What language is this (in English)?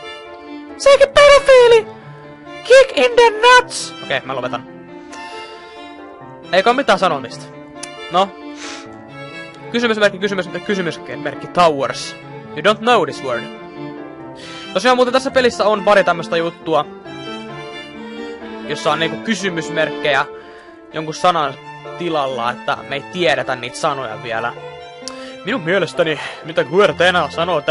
Finnish